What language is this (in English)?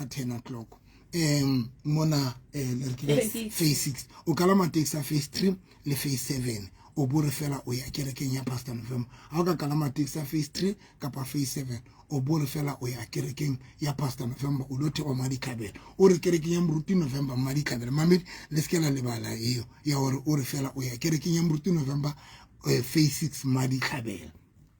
Southern Sotho